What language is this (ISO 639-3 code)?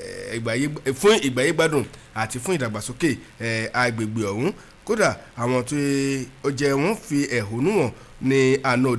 yor